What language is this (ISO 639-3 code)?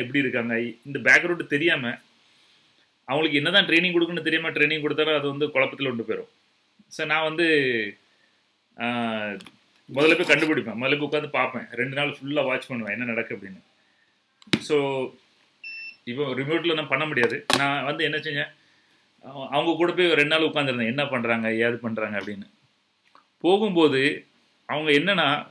tam